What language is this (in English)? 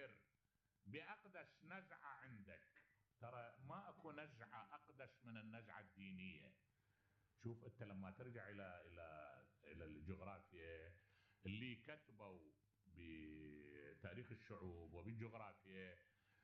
Mesopotamian Arabic